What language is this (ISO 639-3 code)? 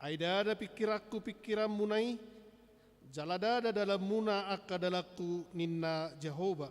bbc